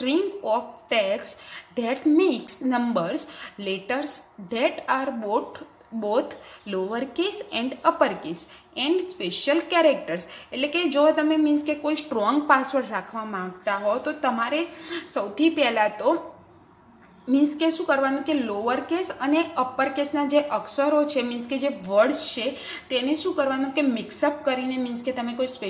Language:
Gujarati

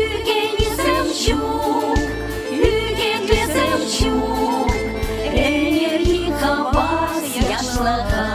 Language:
Chuvash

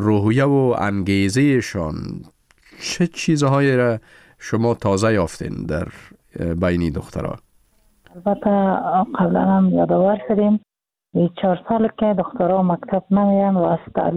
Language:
Persian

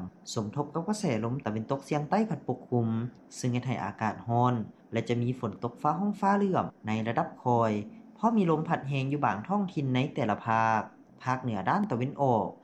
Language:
Lao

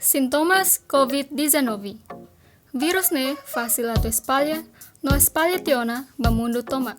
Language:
Tetum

